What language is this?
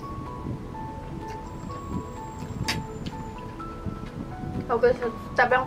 Indonesian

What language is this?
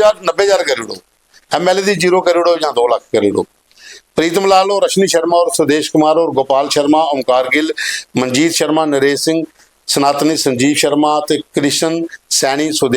Dogri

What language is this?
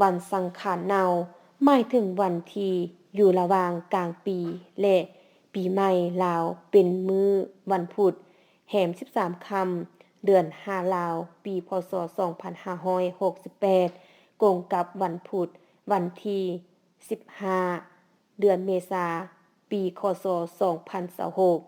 Lao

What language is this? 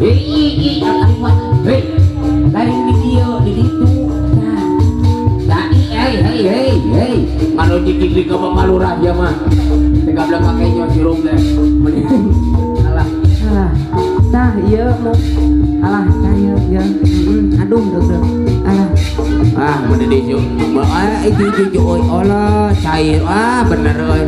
Sundanese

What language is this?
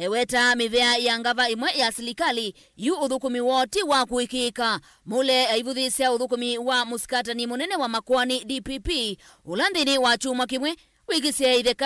Kamba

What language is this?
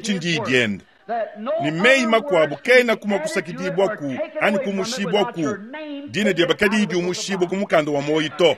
Luba-Lulua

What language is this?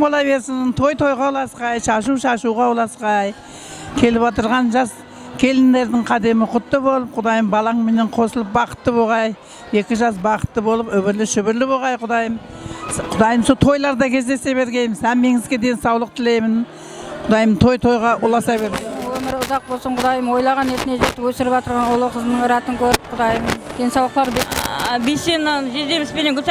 Kara-Kalpak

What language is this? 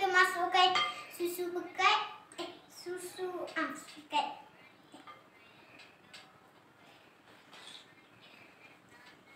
Malay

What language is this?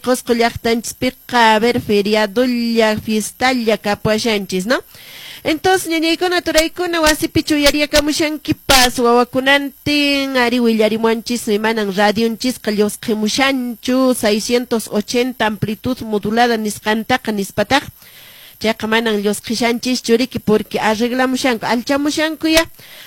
Quechua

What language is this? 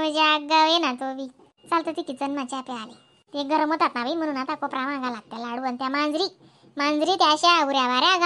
Khandesi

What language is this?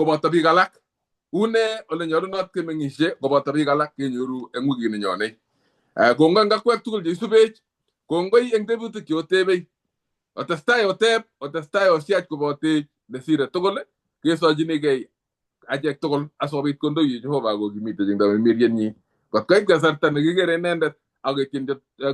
Kalenjin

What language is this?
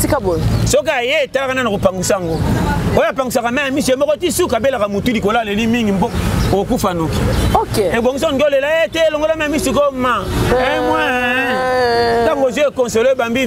Lingala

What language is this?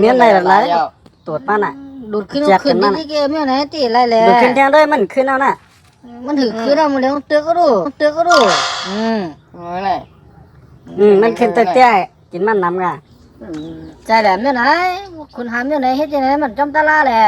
Shan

